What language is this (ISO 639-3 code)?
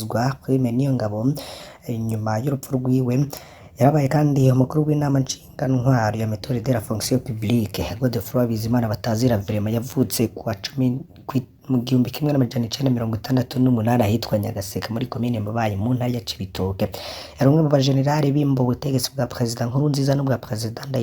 run